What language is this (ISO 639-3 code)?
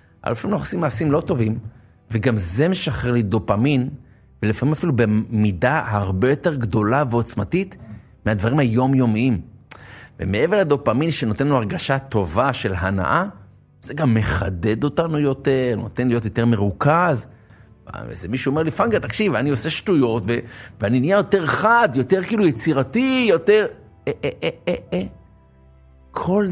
heb